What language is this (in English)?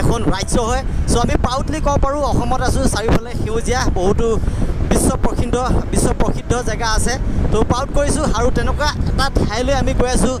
Assamese